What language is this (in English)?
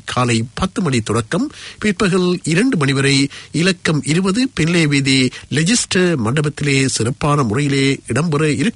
Tamil